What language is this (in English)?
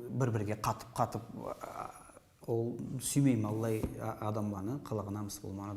Karachay-Balkar